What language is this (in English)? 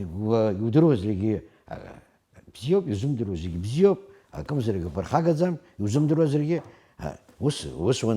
Abkhazian